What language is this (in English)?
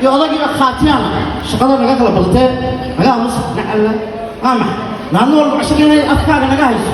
Somali